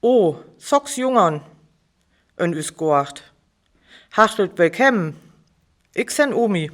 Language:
Northern Frisian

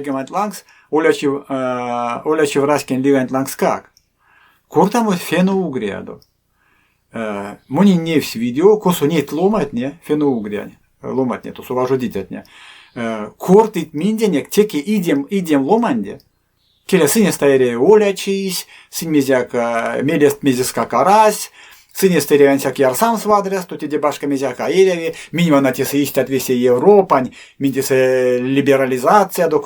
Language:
Erzya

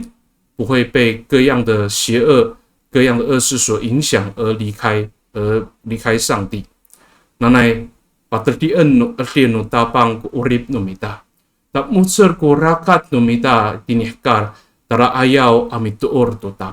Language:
Amis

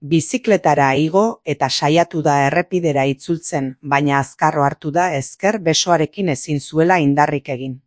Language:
Basque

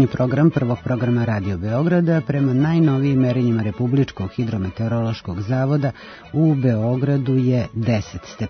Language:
Serbian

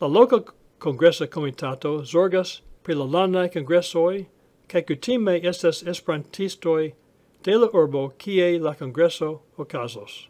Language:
Esperanto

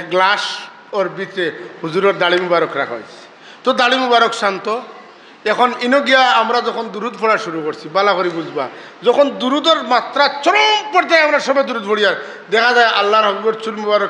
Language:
Sylheti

